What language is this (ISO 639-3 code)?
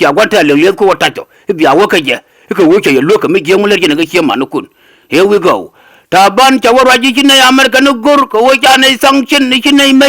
nus